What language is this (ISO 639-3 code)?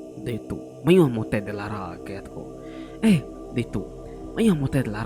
iba